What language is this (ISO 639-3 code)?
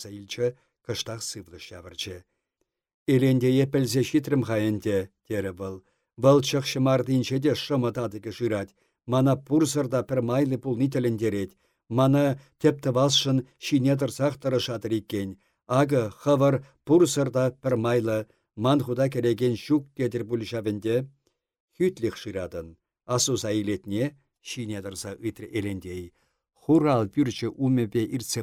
chv